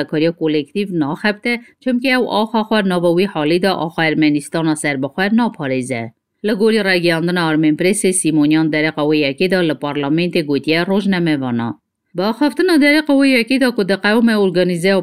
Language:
Kurdish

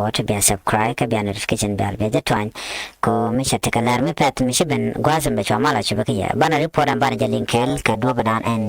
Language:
Nuer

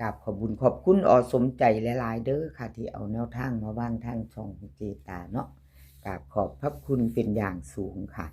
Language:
Northeastern Thai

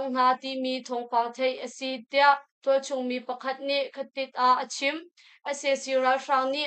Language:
Hakha Chin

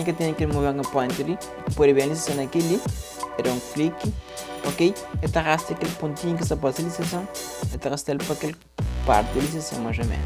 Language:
Kabuverdianu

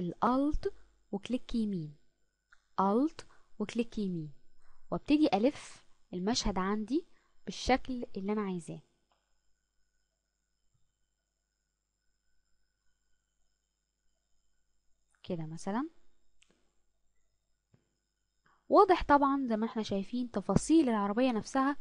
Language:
Egyptian Arabic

